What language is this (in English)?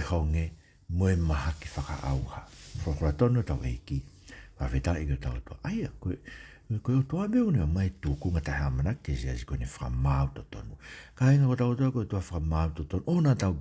Tongan